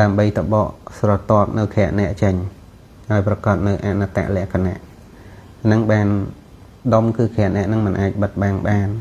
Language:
Khmer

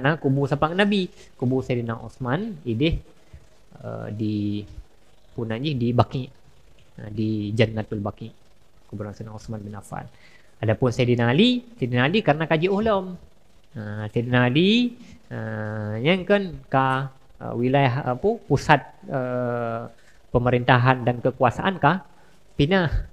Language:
Achinese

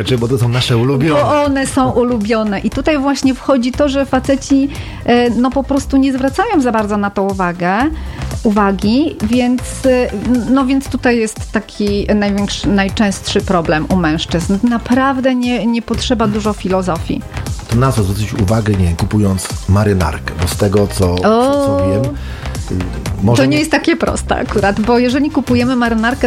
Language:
Polish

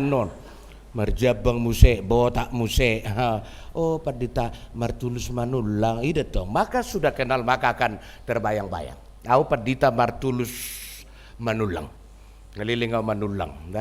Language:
Batak Toba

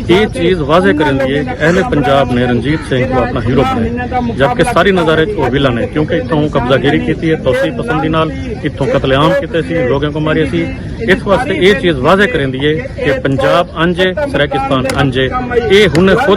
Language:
Saraiki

